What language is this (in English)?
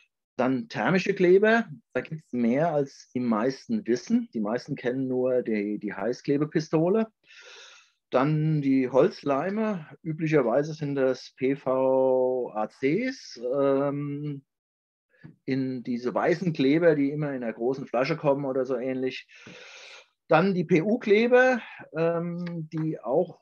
German